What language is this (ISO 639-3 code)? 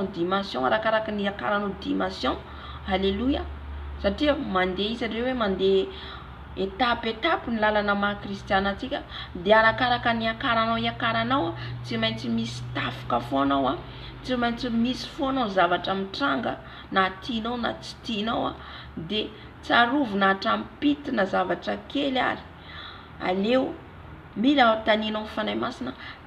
mlg